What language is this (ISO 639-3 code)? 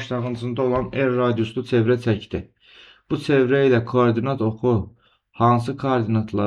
aze